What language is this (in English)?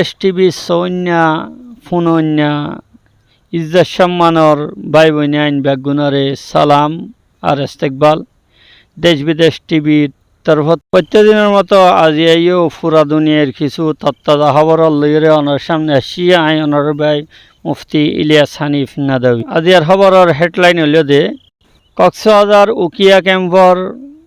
Rohingya